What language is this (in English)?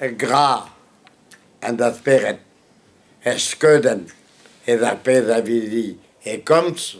Breton